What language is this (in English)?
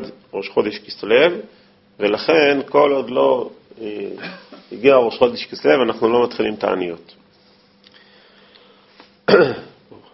Hebrew